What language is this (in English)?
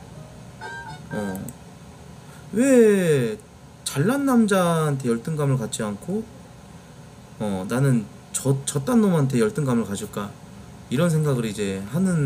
Korean